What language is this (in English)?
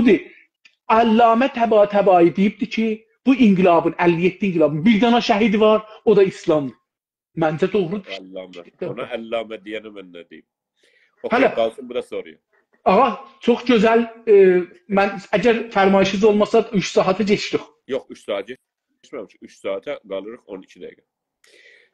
South Azerbaijani